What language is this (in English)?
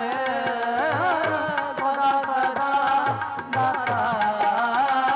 Punjabi